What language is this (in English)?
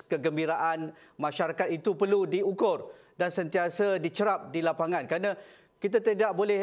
Malay